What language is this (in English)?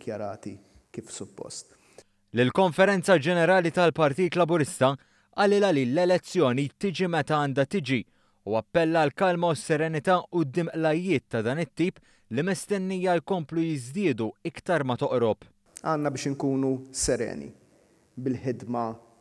Maltese